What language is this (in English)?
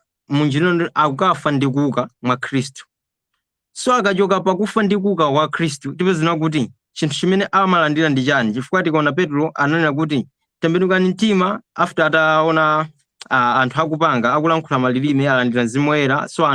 Nyanja